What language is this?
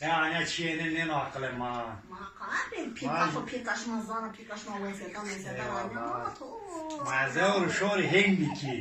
Zaza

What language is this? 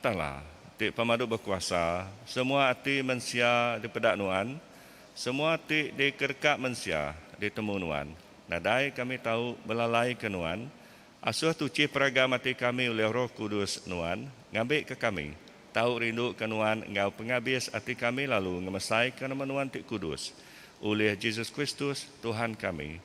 Iban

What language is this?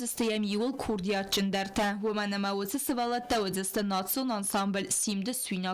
Ossetic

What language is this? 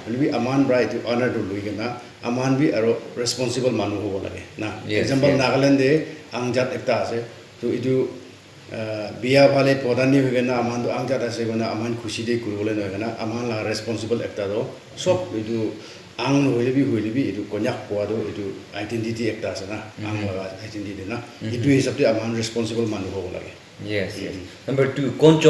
Naga Pidgin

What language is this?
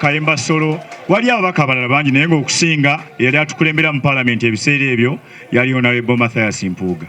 Ganda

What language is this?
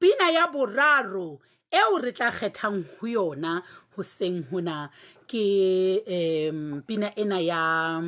Southern Sotho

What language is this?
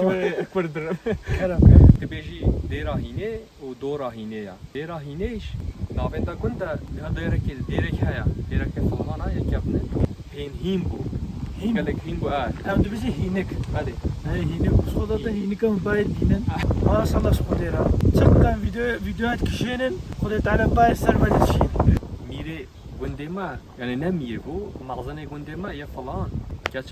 Kurdish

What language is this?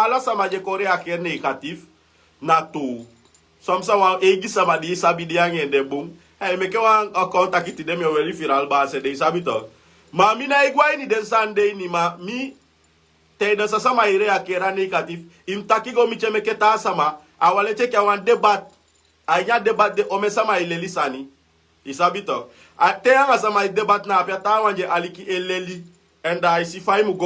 Sranan Tongo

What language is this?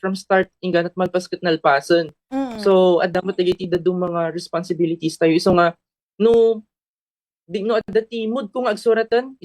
Iloko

